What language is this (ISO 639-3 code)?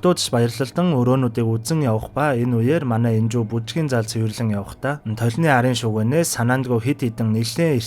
mon